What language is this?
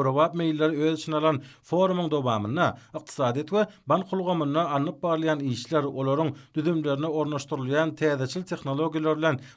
Turkmen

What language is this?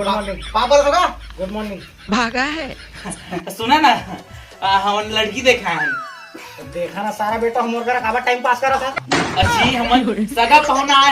Chhattisgarhi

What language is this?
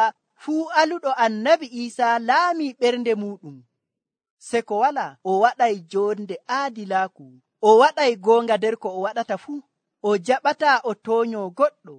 Nigerian Fulfulde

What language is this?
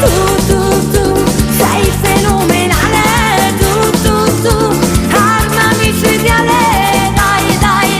Neapolitan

